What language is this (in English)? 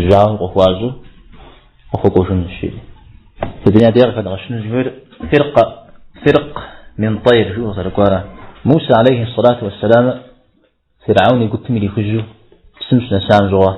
Kabardian